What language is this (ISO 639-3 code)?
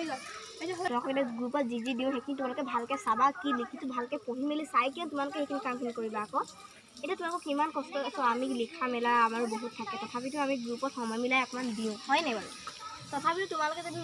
asm